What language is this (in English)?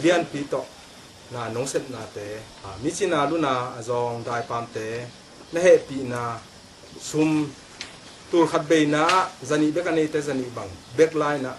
Tedim Chin